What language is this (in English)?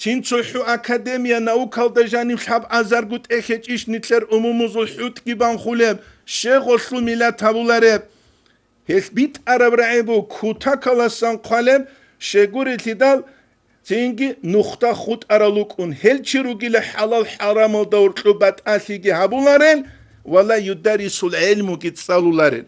Avaric